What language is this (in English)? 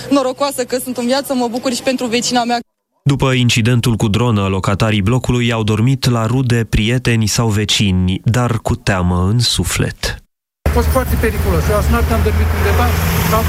Romanian